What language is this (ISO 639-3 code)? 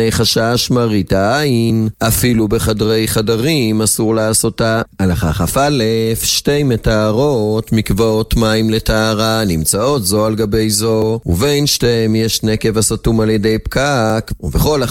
heb